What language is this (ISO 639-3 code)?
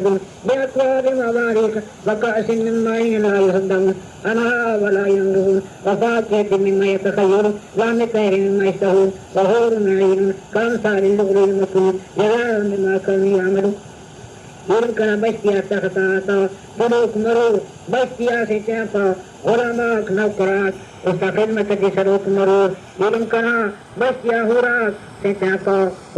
brh